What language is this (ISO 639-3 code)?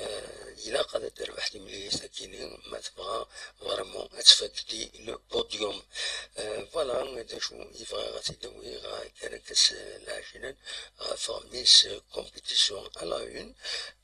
kab